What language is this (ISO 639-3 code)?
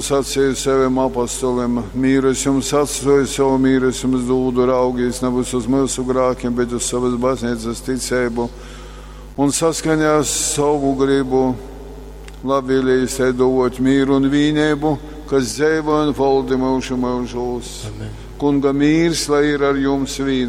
ltg